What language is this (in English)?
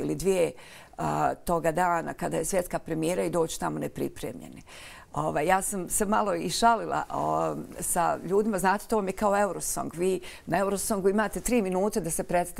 Bosnian